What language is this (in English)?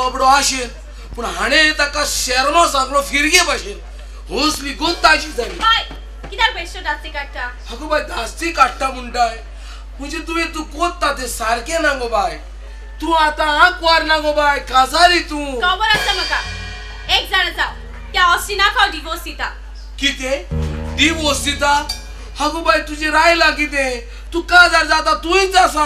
Konkani